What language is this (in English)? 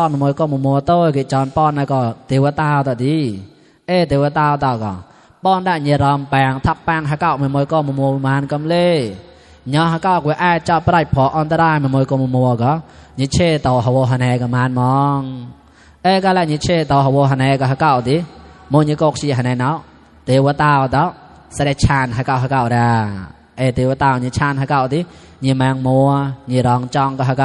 Mon